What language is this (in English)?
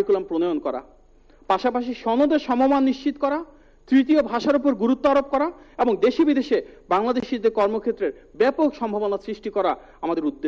Bangla